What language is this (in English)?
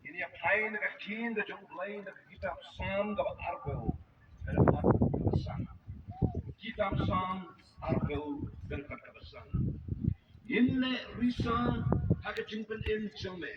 Khasi